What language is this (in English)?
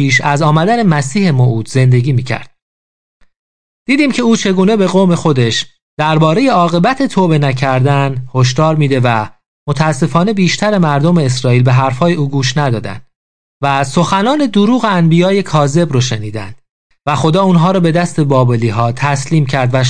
Persian